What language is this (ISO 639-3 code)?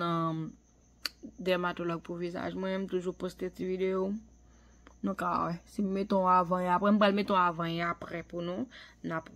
hat